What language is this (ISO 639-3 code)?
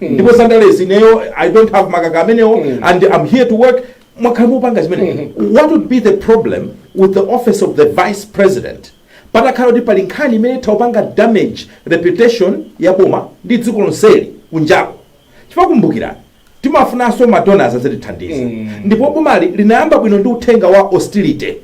nya